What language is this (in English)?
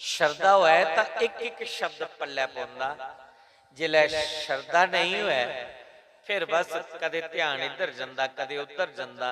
Dogri